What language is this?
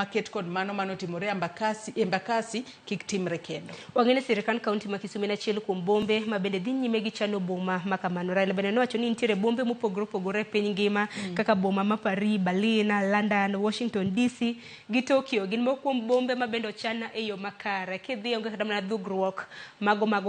Luo (Kenya and Tanzania)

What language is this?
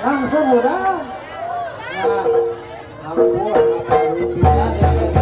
Sundanese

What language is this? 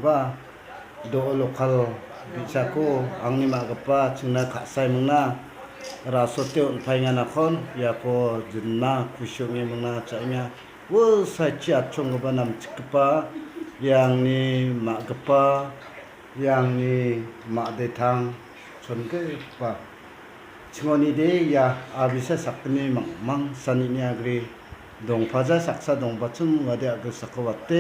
Garo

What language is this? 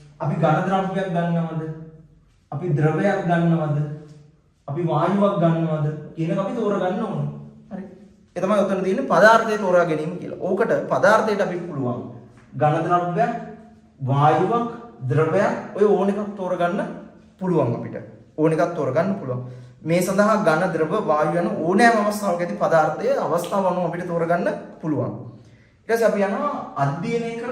Sinhala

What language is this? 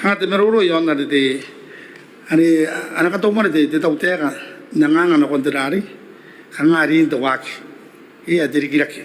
Gilbertese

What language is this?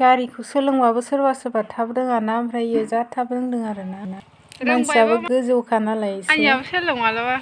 Bodo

